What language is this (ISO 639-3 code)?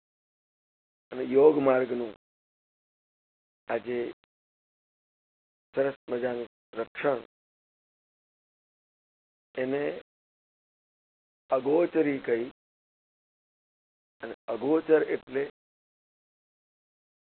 guj